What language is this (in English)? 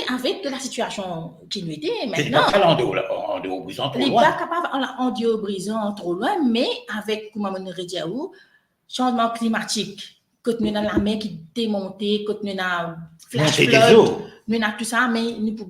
Morisyen